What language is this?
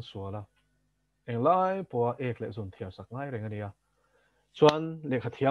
Mizo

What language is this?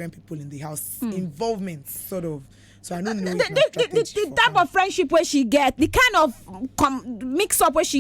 Nigerian Pidgin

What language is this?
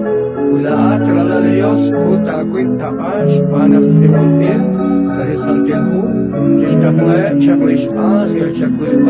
Kekchí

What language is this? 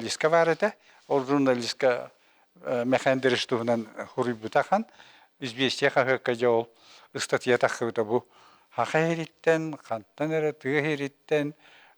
Yakut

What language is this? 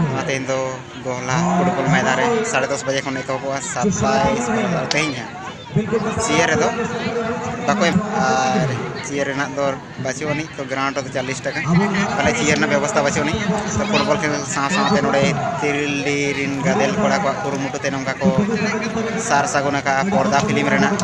Santali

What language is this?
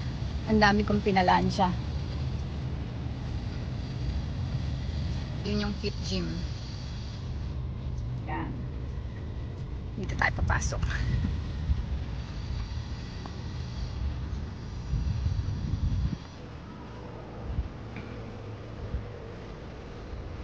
Filipino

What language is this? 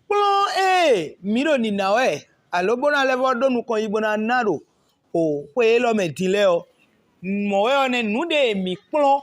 Fon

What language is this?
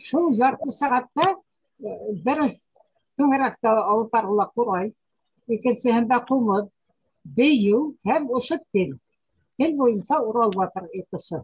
Bashkir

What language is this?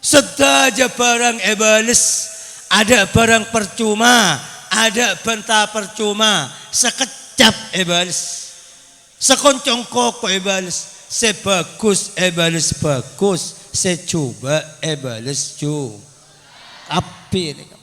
Madurese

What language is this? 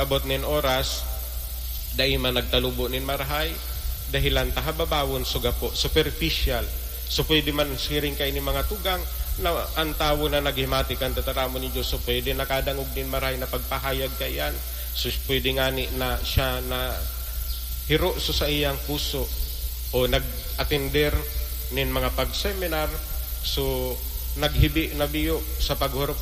Bikol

